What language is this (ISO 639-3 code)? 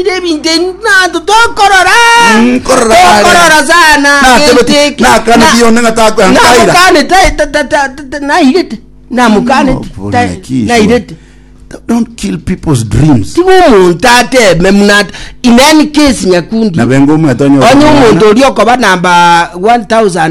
guz